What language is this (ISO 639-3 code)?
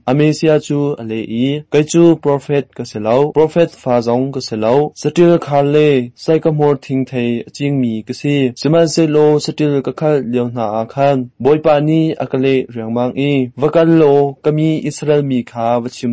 cnh